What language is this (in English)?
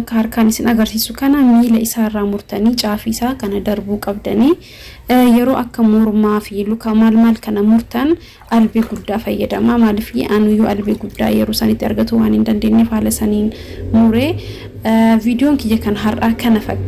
Oromo